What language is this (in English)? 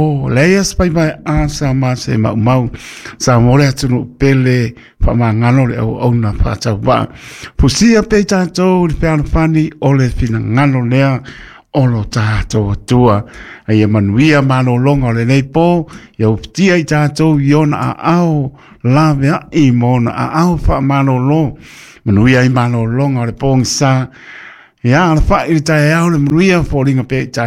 Samoan